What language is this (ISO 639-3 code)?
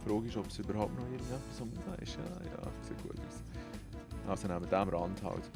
gsw